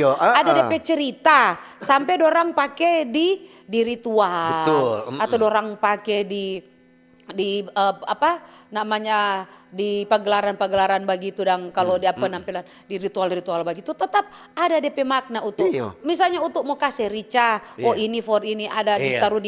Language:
Manado Malay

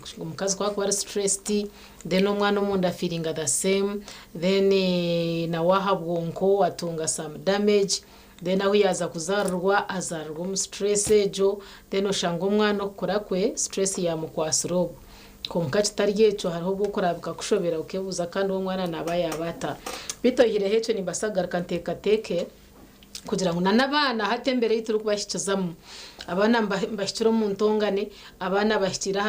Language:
Nyankole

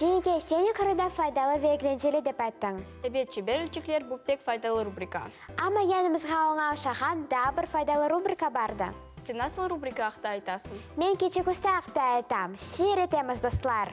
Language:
Crimean Tatar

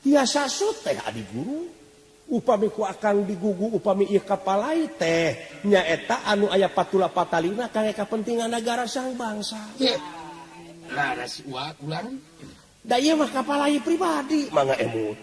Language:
Sundanese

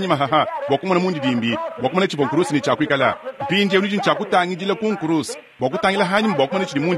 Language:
Luba-Lulua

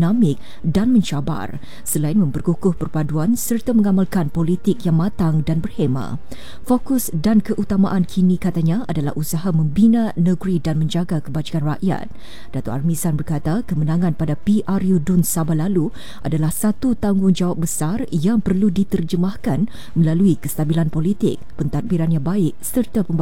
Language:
Malay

